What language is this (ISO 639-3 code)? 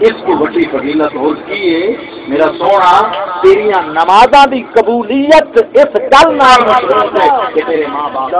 skr